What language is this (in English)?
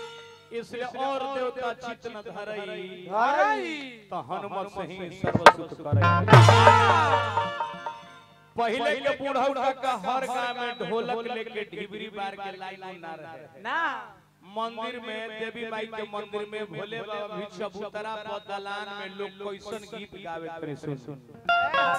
Bhojpuri